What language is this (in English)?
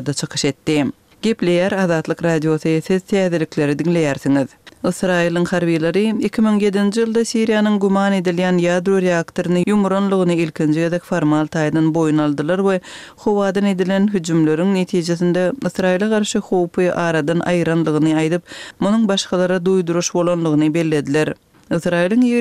Kyrgyz